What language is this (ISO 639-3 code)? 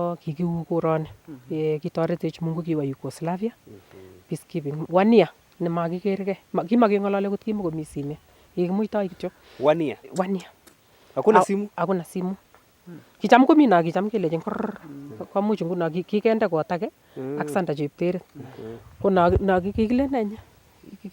niq